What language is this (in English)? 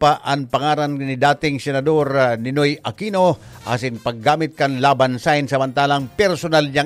Bikol